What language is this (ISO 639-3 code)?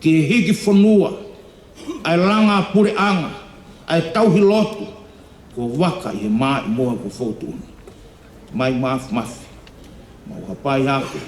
ton